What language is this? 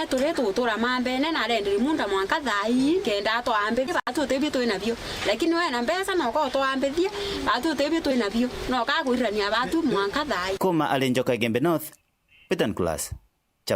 Meru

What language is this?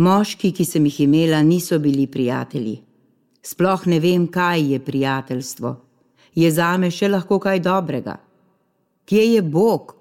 Slovenian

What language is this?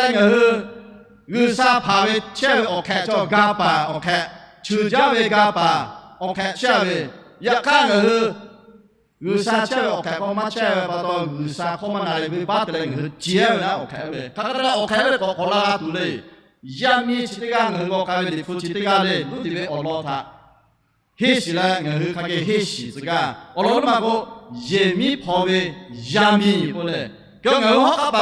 Lahu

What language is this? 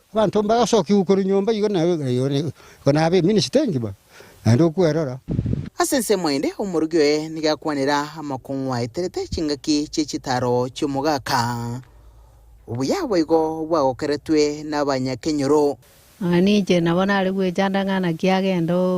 Gusii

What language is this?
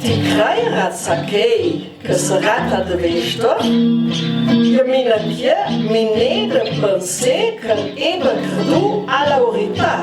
Ladin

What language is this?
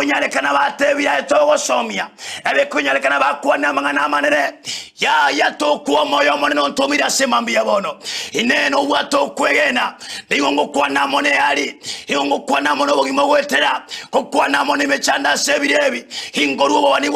Gusii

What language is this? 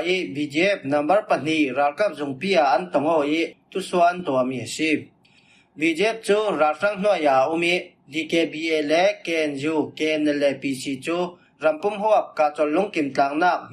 Falam Chin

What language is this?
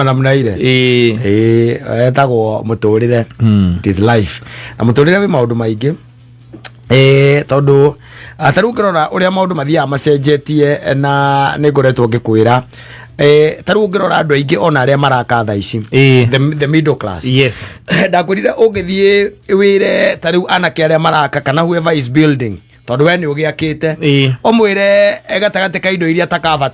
Kikuyu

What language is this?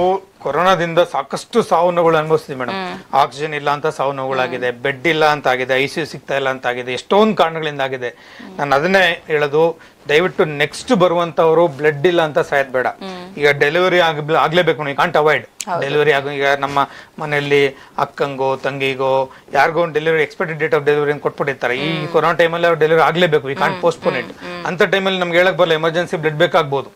Kannada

